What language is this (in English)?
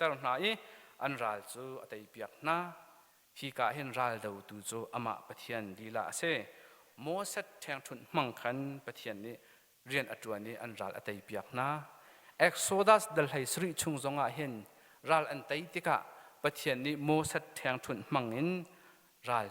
Hakha Chin